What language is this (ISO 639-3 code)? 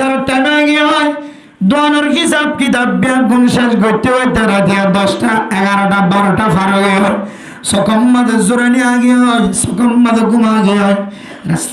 rhg